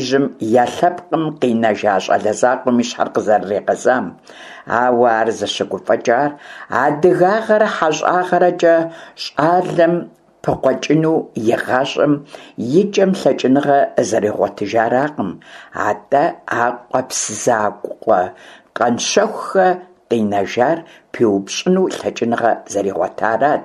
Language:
Kabardian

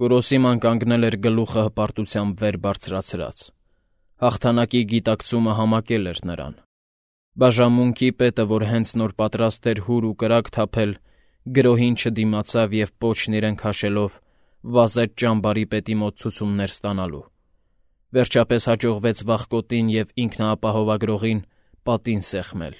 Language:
Armenian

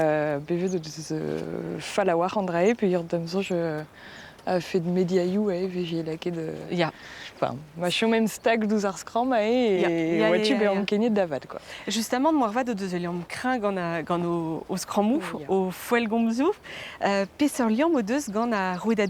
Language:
Breton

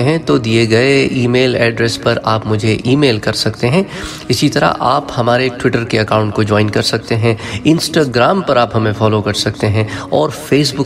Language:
Urdu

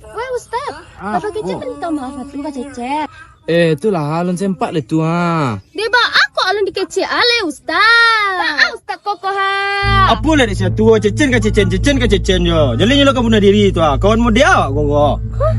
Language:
Minangkabau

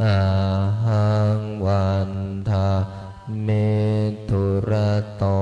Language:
Pali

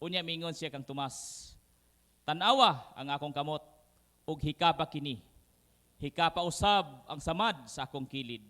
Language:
Cebuano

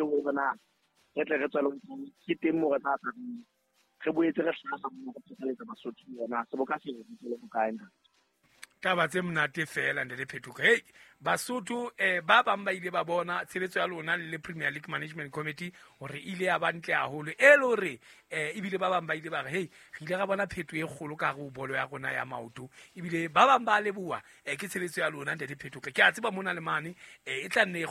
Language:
Southern Sotho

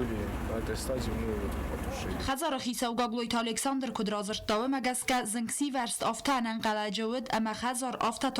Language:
Ossetic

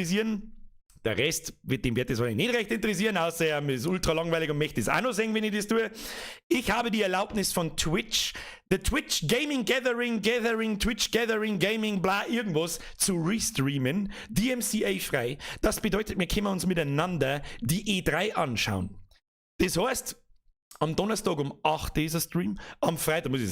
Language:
Bavarian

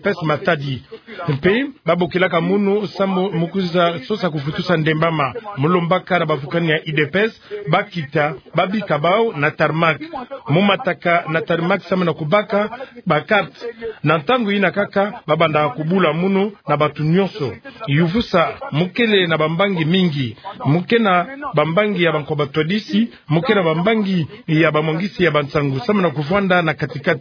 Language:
Kituba (Democratic Republic of Congo)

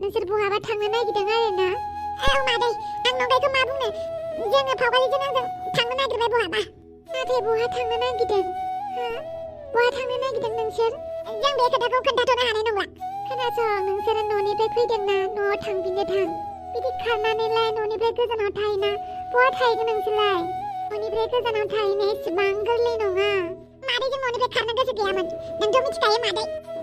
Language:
Bodo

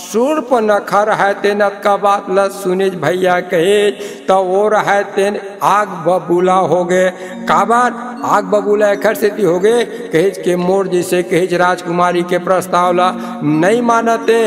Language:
Chhattisgarhi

